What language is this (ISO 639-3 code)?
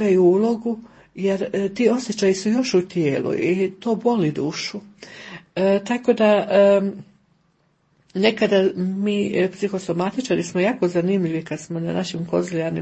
hrv